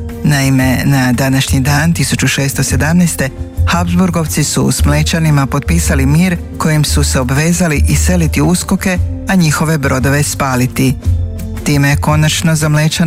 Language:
Croatian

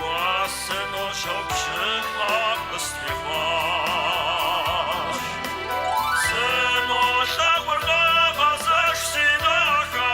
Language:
Kabardian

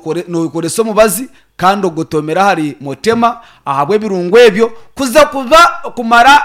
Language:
Nyankole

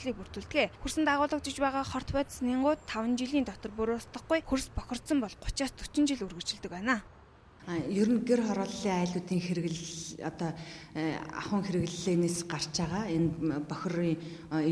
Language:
Mongolian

